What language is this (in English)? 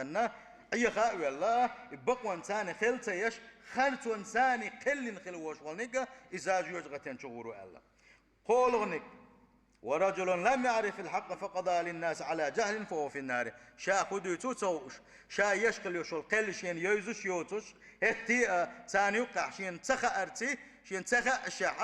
Chechen